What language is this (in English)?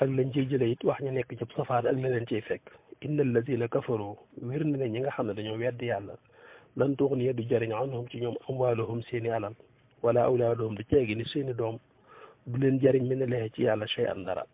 Wolof